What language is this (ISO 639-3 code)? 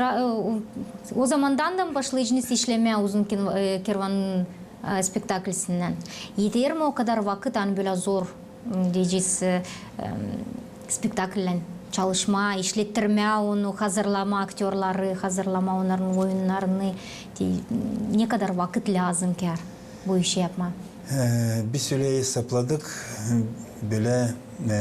gag